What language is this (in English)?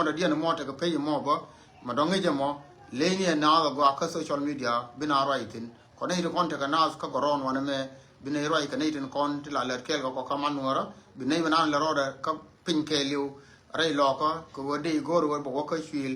Nuer